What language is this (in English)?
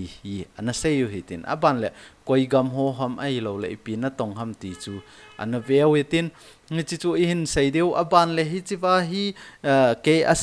Thado Chin